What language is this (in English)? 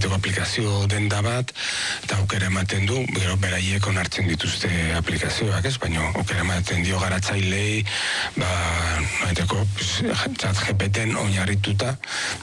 Basque